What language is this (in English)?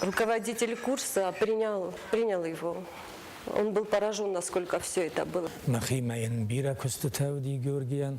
Ossetic